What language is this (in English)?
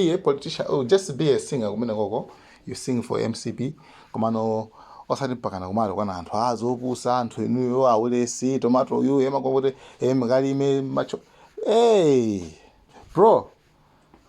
Nyanja